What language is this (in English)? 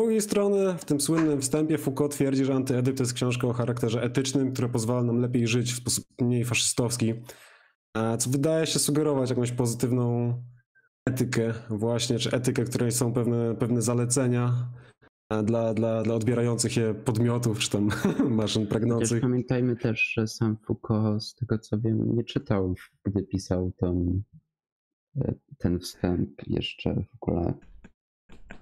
Polish